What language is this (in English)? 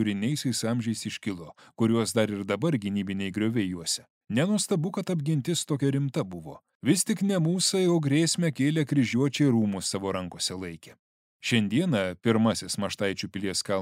Lithuanian